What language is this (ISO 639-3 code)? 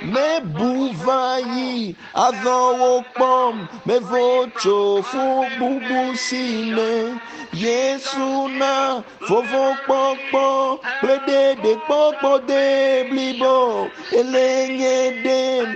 ewe